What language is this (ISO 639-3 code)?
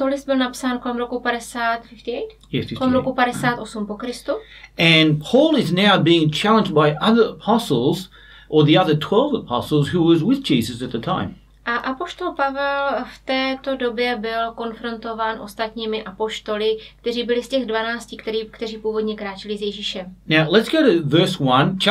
ces